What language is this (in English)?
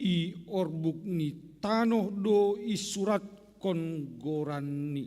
Batak Simalungun